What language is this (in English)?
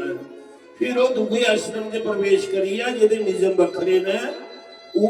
Dogri